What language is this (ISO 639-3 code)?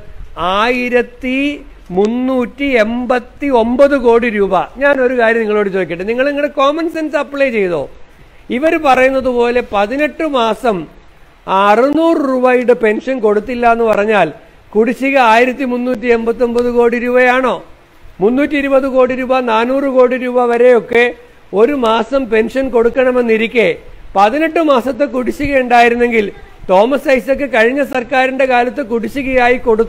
mal